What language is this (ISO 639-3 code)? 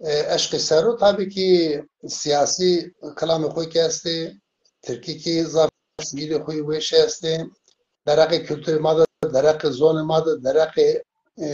zza